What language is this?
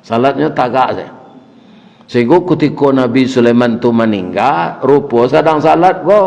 Minangkabau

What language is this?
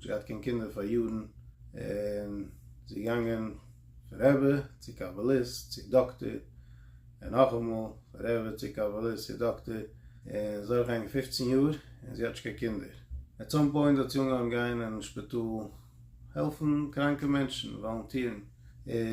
Yiddish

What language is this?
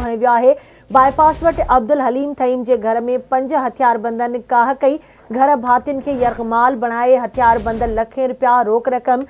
Sindhi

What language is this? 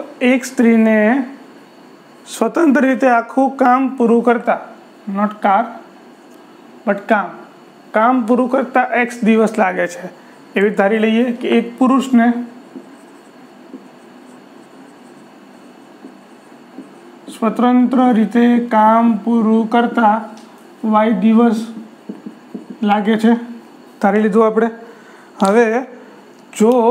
Gujarati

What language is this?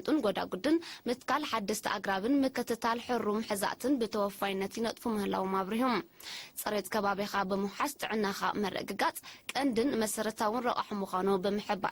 Tigrinya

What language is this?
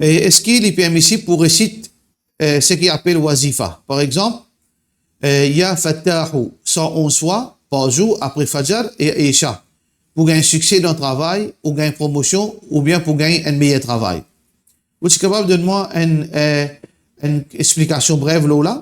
Morisyen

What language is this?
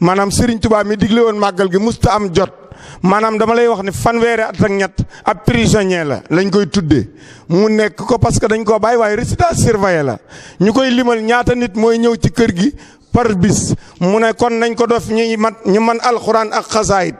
Wolof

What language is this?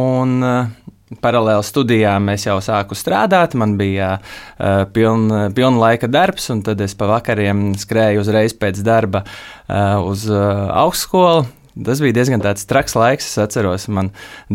Latvian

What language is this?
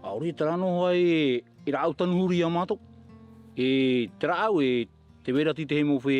Tahitian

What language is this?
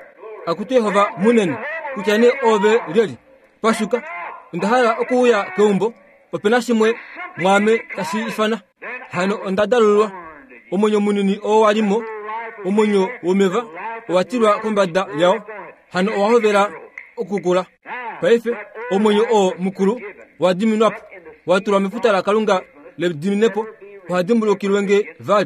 Kuanyama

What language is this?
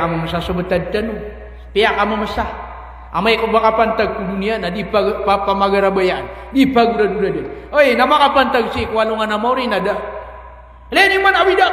Maranao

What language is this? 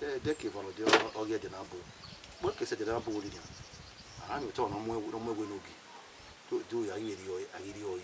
Bini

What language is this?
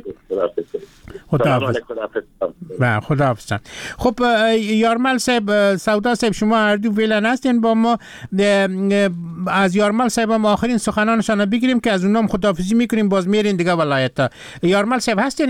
Persian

